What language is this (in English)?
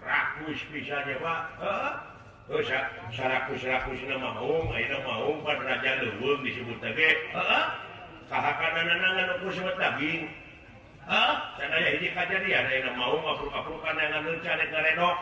Sundanese